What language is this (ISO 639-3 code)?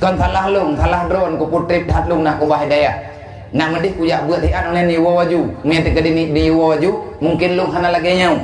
ace